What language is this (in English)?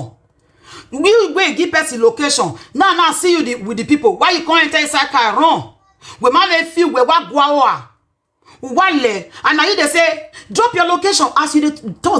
Nigerian Pidgin